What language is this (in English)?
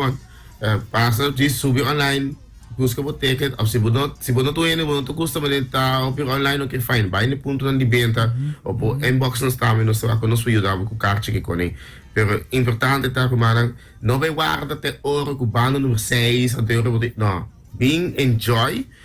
Papiamento